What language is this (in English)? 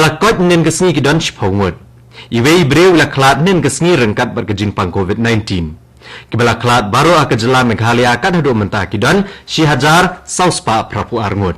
Khasi